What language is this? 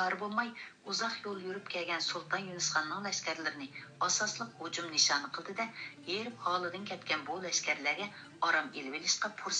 Uyghur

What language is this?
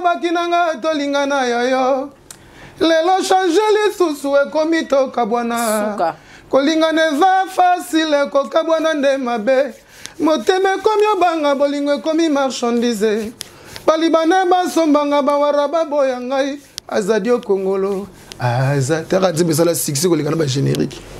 Lingala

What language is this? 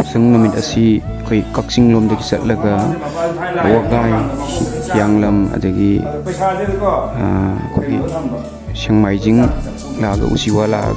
Manipuri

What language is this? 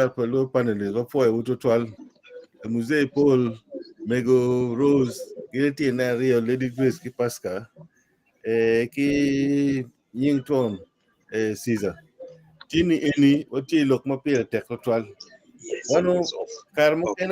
Acoli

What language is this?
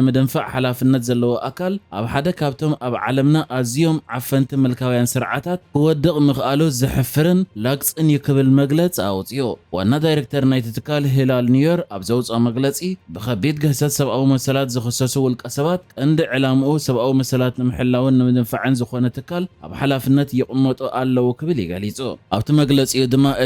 Tigrinya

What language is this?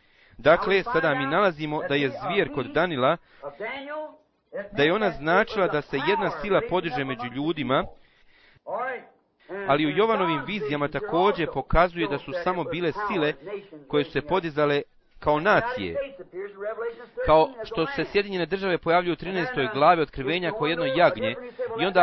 Bosnian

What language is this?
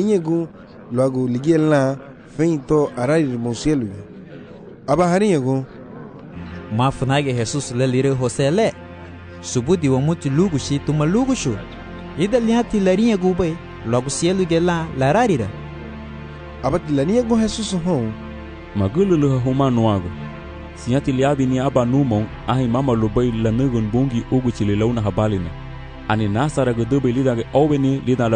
Garifuna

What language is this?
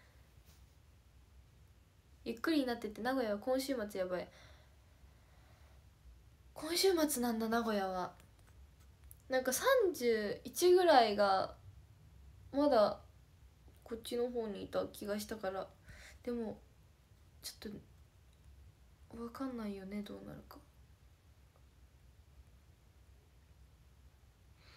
Japanese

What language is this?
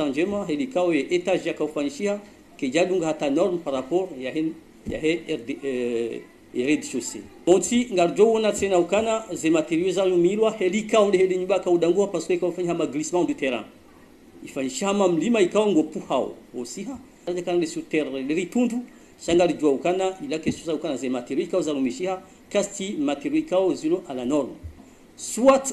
Ngazidja Comorian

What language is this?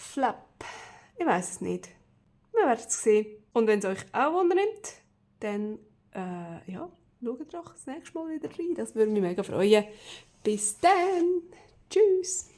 Swiss German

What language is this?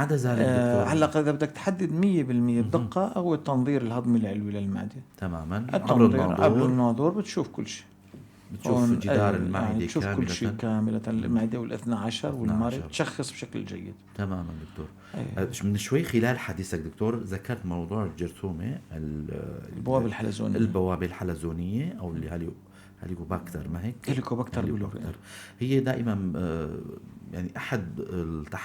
North Levantine Arabic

